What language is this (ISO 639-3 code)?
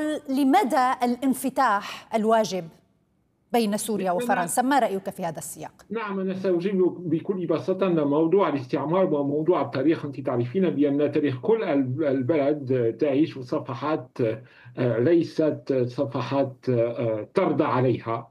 ara